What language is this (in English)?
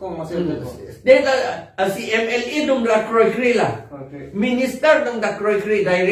Karbi